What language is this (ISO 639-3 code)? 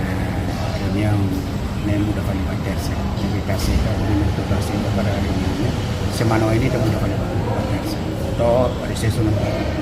tet